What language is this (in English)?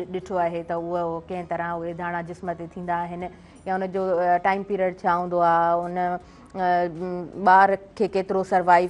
Sindhi